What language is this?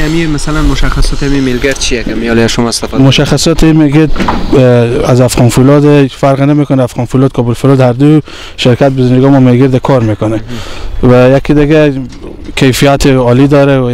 Persian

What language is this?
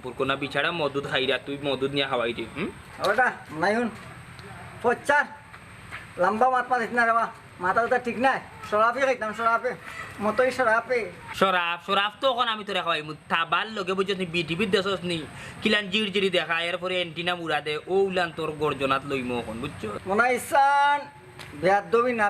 Sylheti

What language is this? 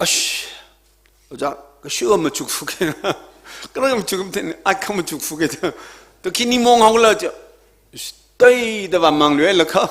Tangkhul Naga (India)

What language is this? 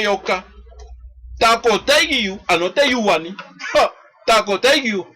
Sranan Tongo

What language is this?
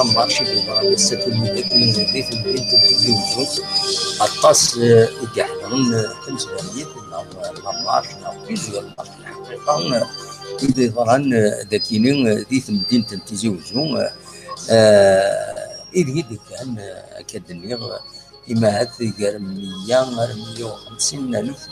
Kabyle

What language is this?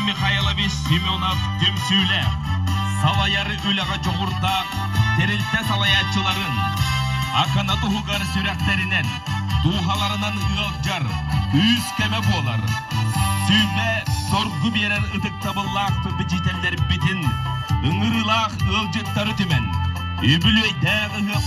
Yakut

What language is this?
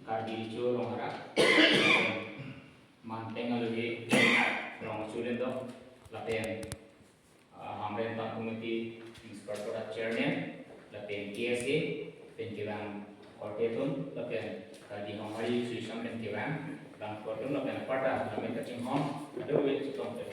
Karbi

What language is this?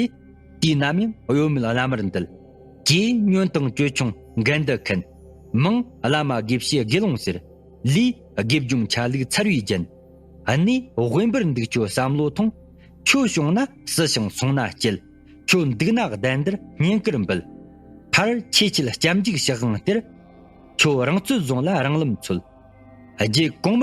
Tibetan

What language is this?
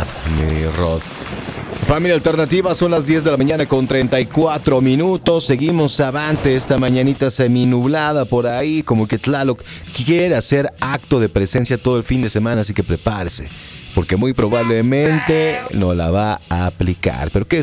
Spanish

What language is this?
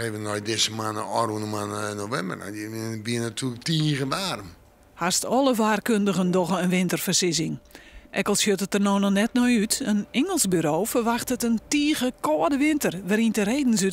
Western Frisian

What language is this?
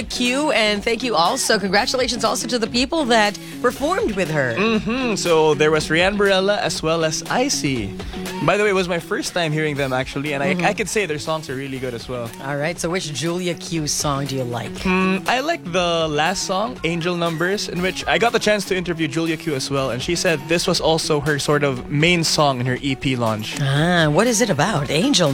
English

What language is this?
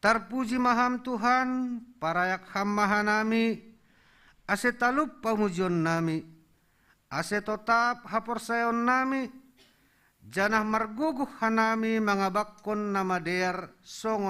Batak Simalungun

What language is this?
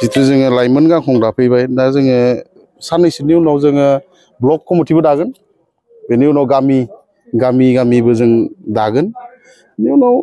Bodo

